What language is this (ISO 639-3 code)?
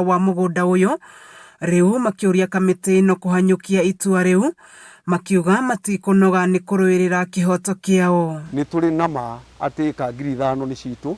kik